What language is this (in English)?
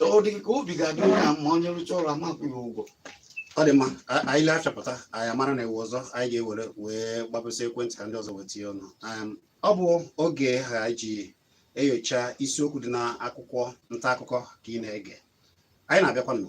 Igbo